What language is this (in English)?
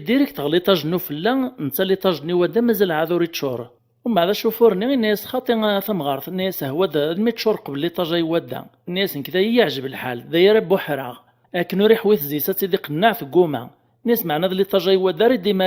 Kabyle